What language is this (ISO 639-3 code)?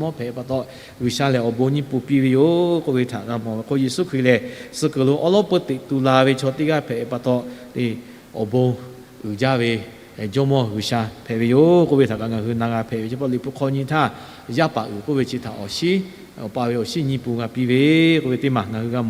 lhu